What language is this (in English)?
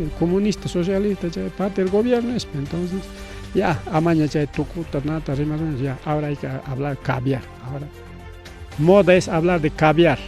Ayacucho Quechua